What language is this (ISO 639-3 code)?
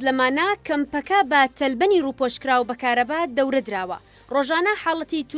ckb